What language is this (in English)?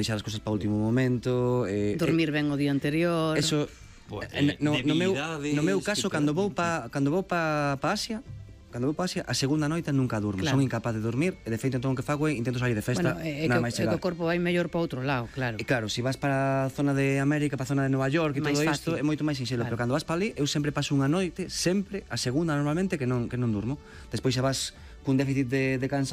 Galician